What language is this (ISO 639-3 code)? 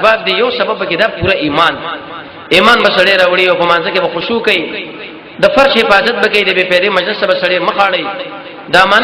pus